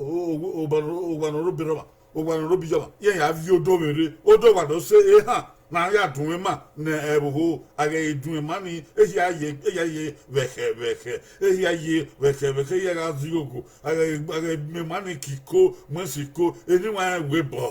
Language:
Bini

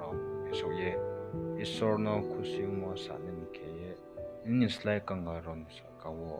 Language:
Riang (India)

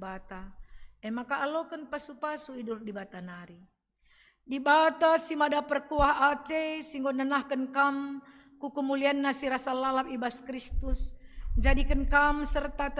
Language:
Batak Karo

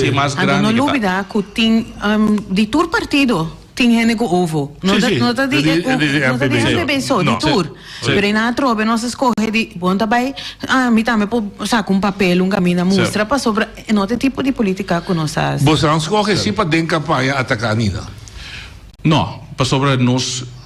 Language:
Papiamento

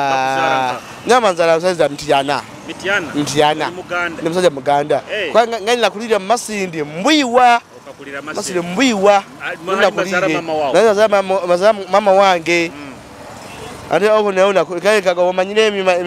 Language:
Nyoro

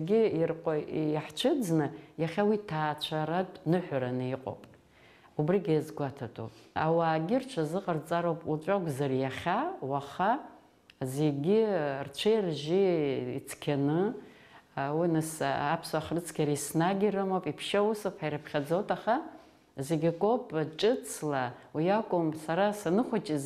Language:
Abkhazian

